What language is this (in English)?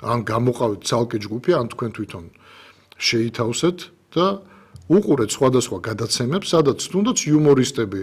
Georgian